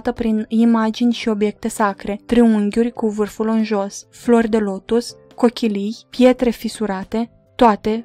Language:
Romanian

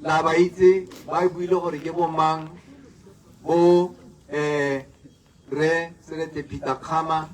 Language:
Tswana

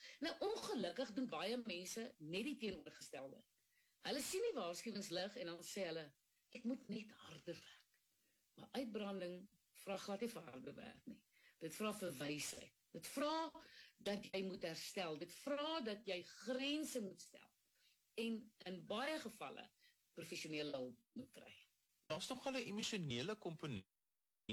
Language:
Afrikaans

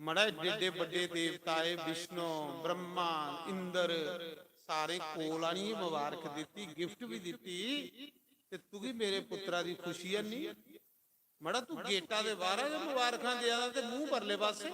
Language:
Dogri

